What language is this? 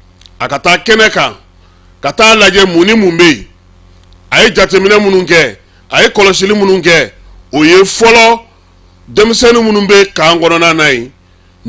Bambara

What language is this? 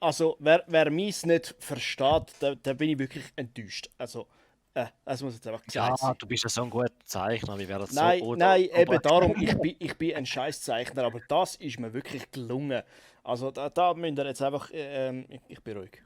Swiss German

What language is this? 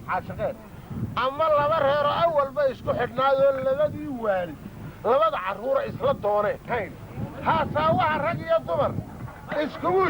Somali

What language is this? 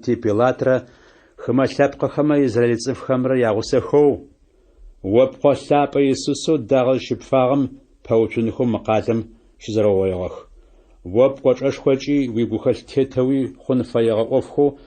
Adyghe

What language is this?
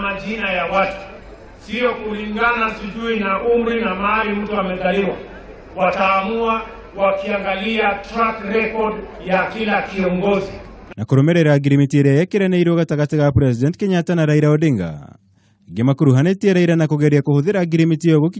Kikuyu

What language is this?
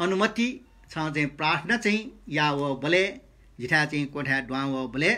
Newari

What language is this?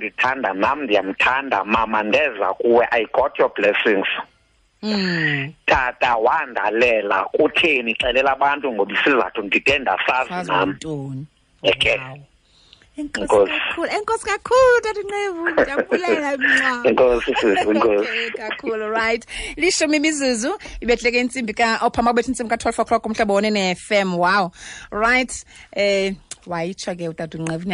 Xhosa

